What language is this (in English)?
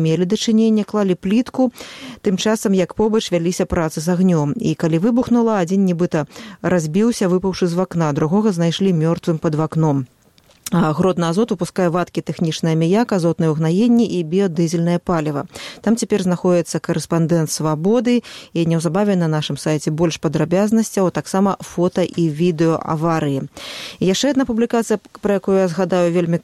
Belarusian